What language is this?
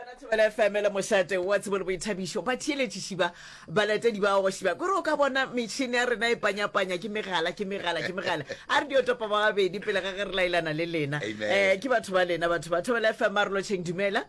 Northern Sotho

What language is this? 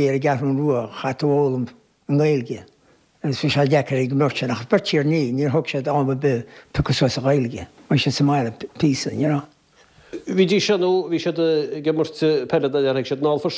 Irish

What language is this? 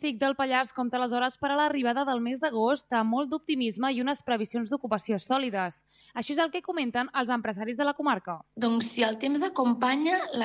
Catalan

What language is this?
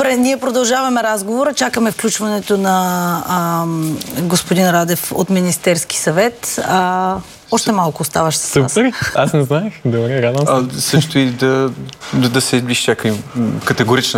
Bulgarian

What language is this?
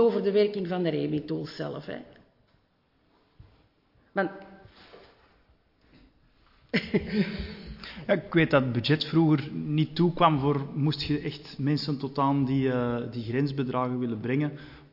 Dutch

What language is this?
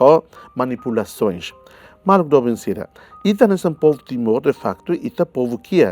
Tetum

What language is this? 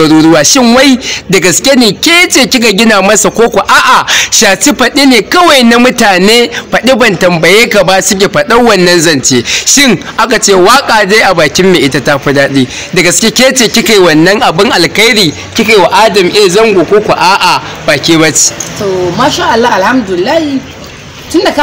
Hausa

